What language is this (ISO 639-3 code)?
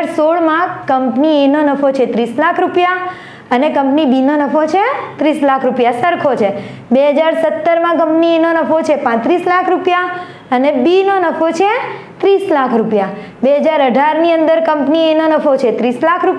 guj